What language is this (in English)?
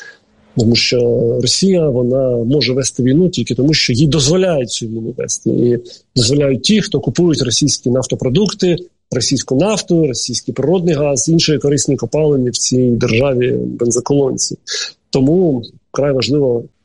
Ukrainian